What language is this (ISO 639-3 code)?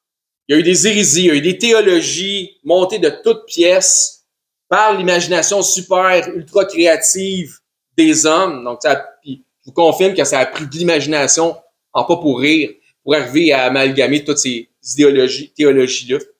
fra